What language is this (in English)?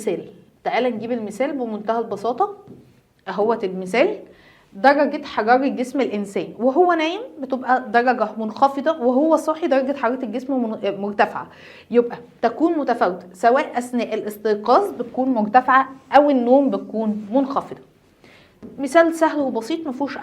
Egyptian Arabic